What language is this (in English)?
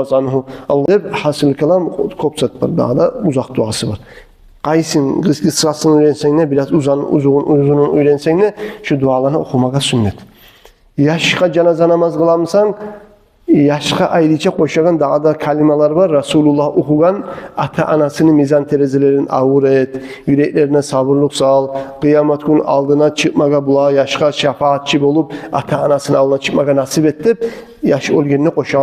Kumyk